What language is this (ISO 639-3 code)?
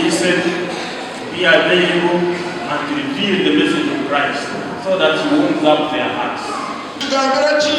nyn